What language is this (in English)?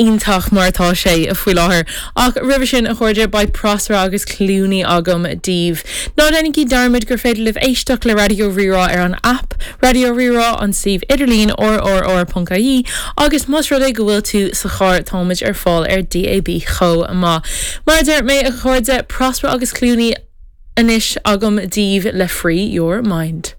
Irish